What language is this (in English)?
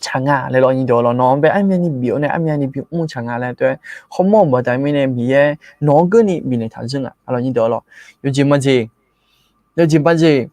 Akha